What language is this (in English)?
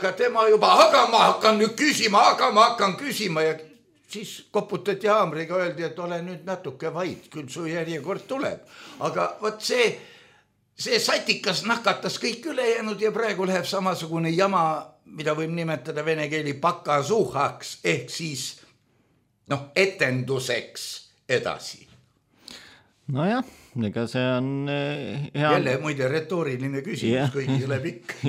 Estonian